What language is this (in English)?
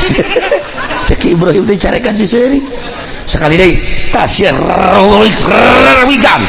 Sundanese